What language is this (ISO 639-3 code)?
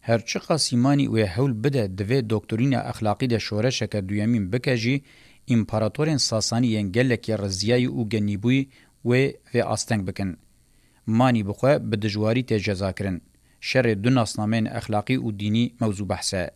kur